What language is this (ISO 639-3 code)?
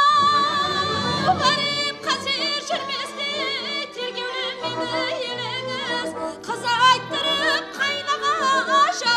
kaa